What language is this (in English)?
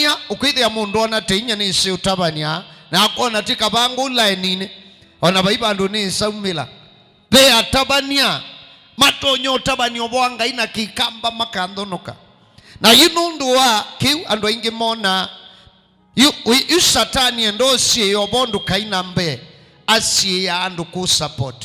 Kamba